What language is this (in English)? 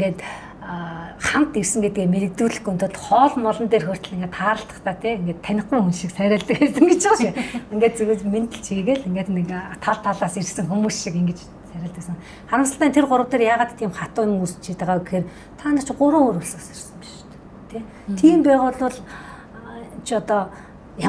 Mongolian